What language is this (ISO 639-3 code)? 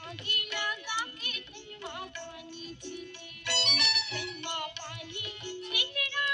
hne